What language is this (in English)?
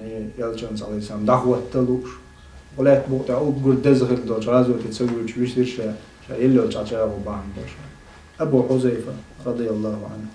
Chechen